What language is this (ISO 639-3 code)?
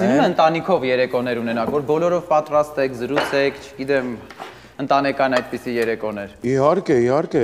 hye